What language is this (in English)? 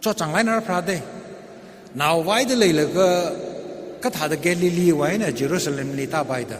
Tangkhul Naga (India)